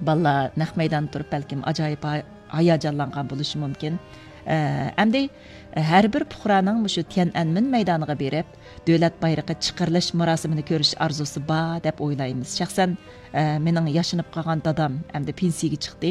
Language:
Uyghur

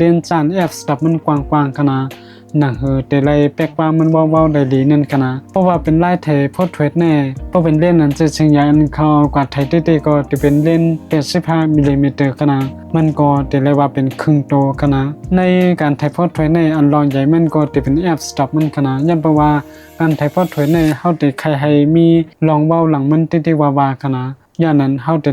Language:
Shan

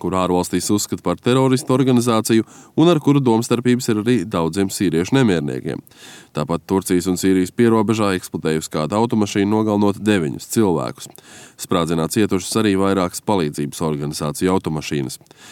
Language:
Latvian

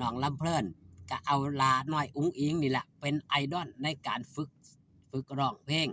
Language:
Lao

